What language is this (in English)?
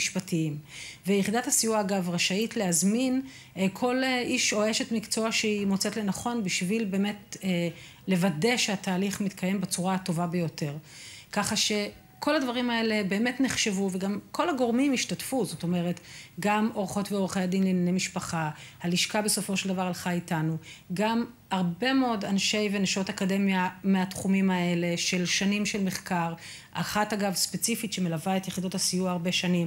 Hebrew